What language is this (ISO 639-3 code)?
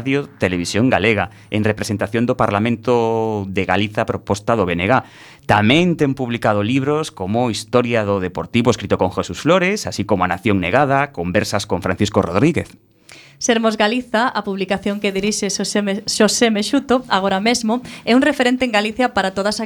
glg